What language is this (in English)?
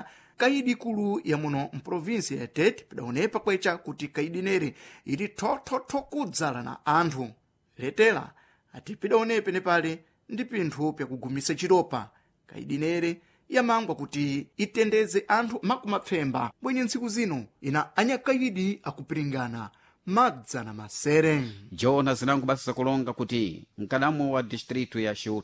Sena